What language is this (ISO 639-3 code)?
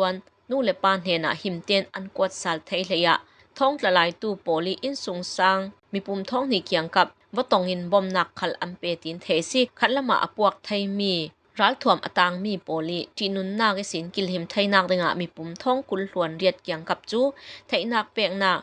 cfm